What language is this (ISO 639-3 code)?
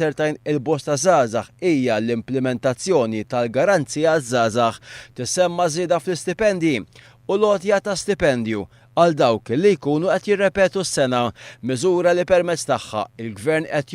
mlt